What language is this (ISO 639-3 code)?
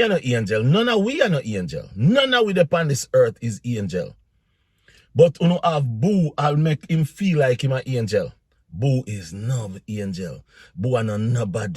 jam